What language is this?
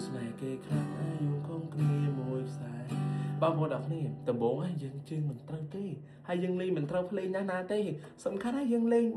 Khmer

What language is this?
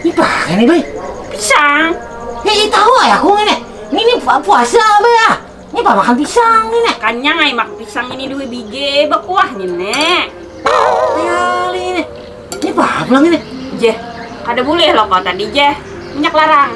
Banjar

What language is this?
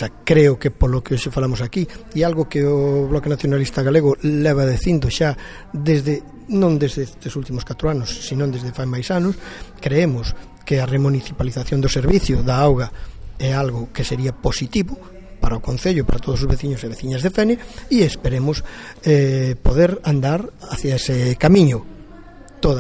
Galician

